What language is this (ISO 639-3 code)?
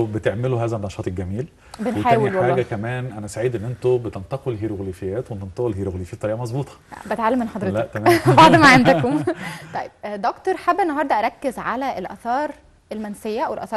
arz